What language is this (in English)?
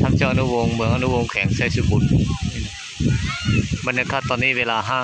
Lao